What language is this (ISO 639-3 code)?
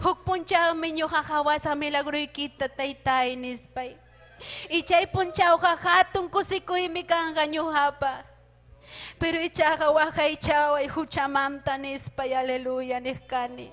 quy